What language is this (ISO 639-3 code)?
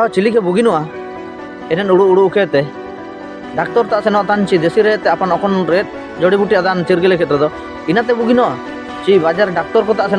hoc